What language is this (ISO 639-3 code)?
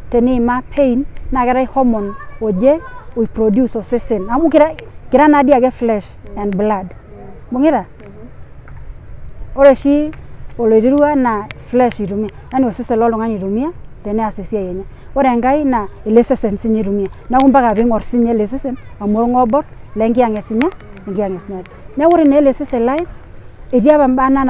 mas